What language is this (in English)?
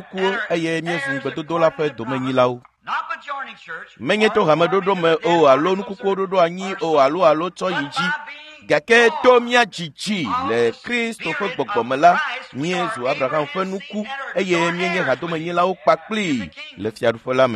Ewe